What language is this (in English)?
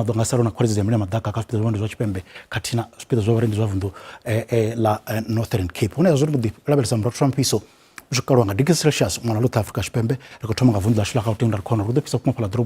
Venda